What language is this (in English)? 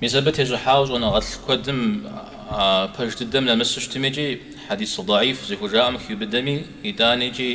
Kabardian